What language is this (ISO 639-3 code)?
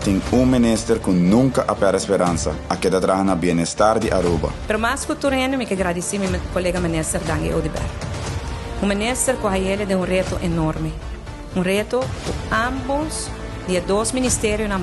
pap